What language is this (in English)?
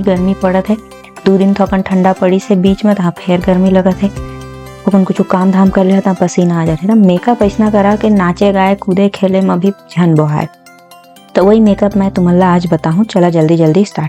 Chhattisgarhi